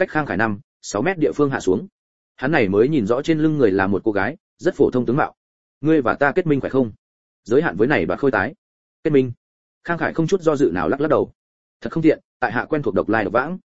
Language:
Vietnamese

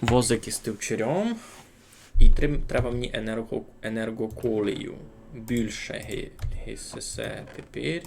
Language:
Rusyn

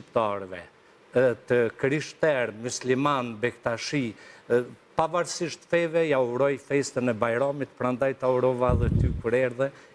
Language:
Albanian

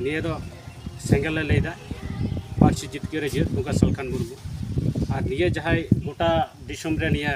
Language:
Santali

